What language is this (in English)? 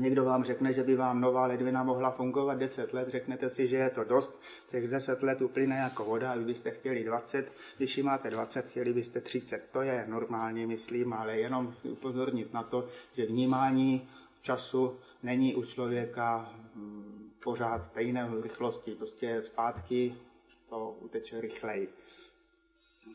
Czech